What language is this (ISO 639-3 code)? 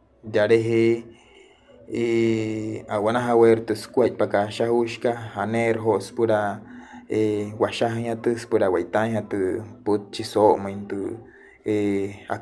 guc